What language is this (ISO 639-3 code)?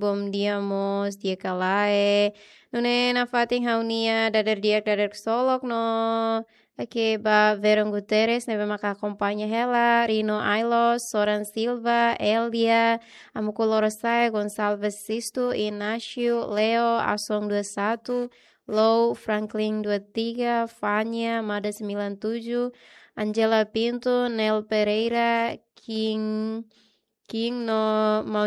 tet